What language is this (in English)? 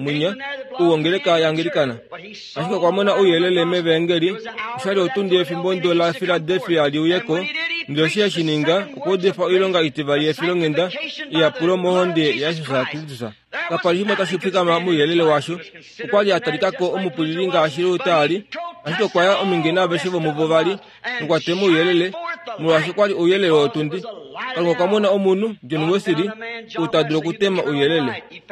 Kuanyama